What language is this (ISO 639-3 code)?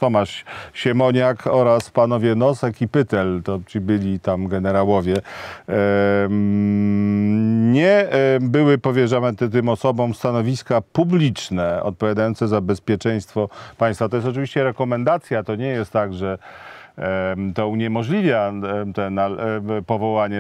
pol